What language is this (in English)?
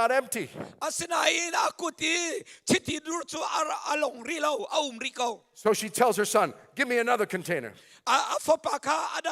Hakha Chin